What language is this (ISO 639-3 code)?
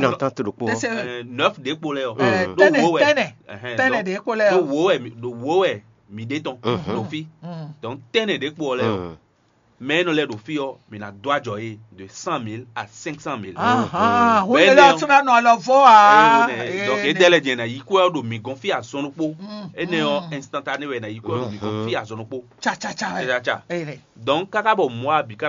fon